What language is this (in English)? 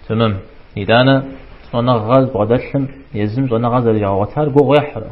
Kabardian